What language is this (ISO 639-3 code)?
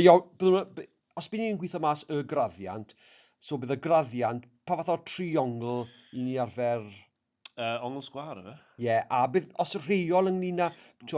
cym